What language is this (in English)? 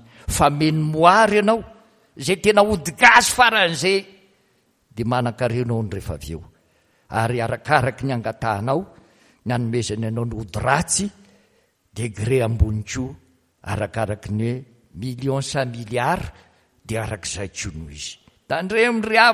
Malagasy